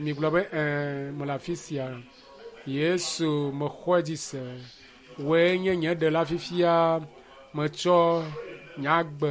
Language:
Ewe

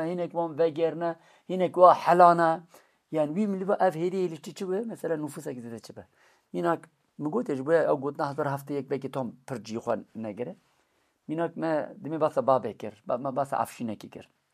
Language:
Kurdish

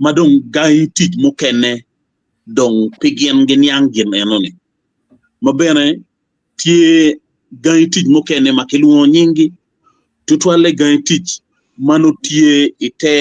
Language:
Acoli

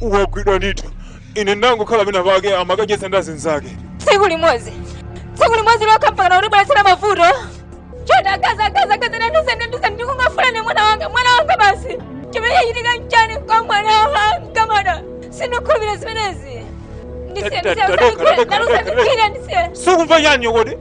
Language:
Nyanja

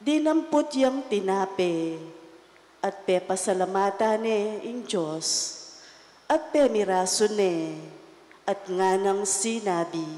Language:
Pampanga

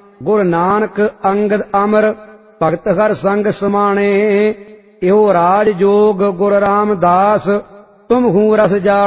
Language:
Punjabi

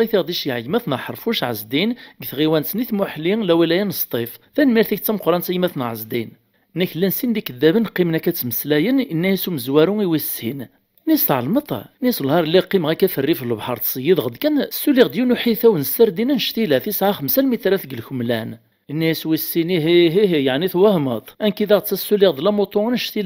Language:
Kabyle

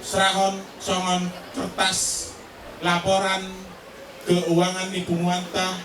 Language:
Batak Toba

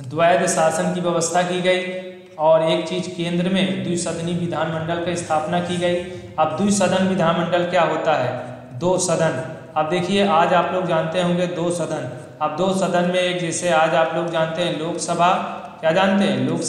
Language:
Hindi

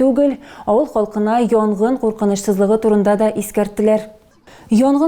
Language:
Tatar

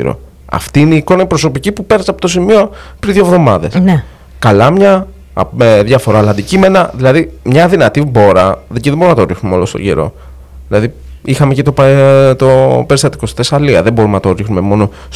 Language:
Greek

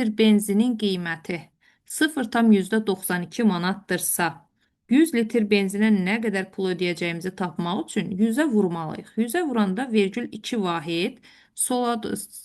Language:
Azerbaijani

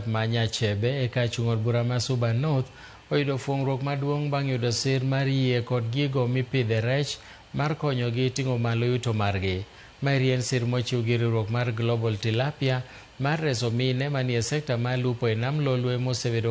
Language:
Luo (Kenya and Tanzania)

